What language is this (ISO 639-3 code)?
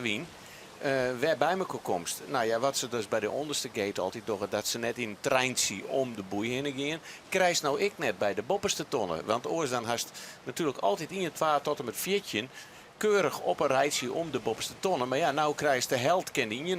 fry